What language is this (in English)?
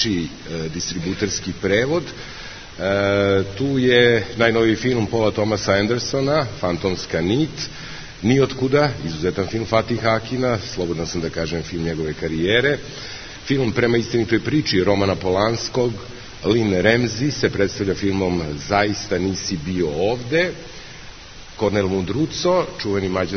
Serbian